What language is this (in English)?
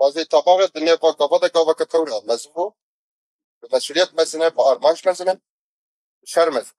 Kurdish